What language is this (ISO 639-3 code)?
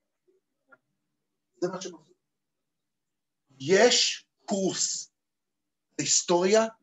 heb